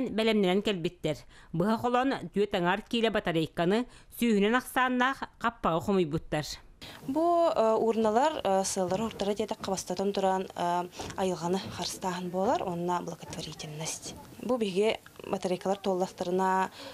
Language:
Yakut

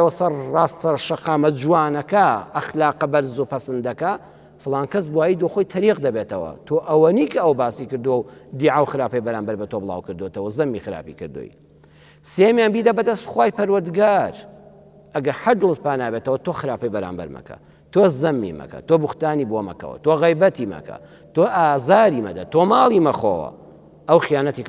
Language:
Central Kurdish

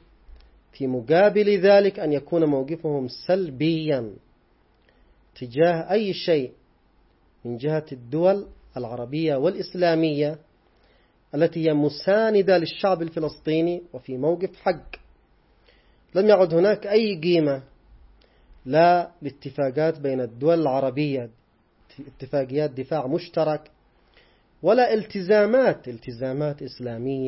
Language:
Arabic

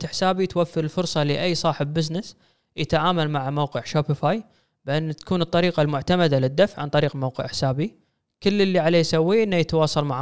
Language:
Gulf Arabic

